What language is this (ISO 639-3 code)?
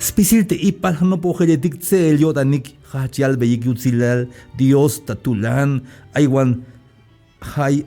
tzh